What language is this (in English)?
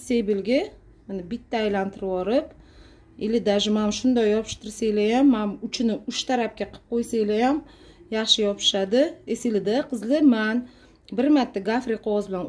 Uzbek